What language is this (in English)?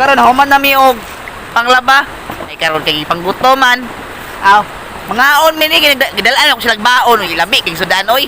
Cebuano